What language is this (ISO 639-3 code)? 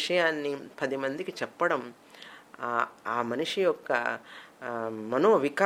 tel